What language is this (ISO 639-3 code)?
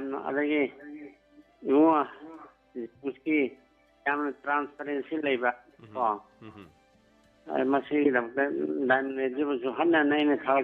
mni